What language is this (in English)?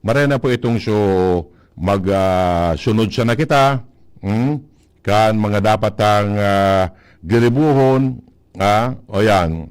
Bikol